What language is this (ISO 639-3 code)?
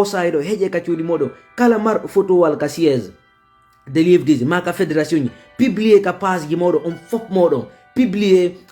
ful